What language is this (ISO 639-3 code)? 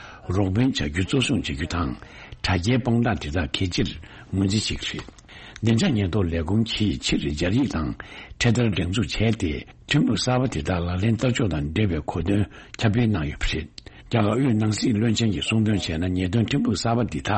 bod